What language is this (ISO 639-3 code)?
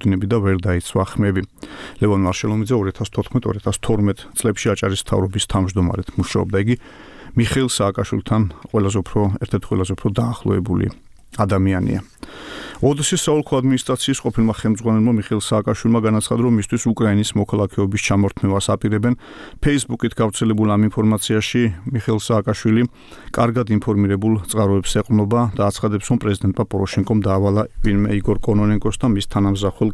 kat